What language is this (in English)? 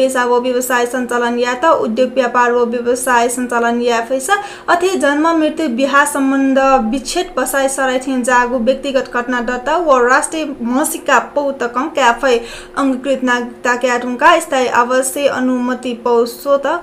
Newari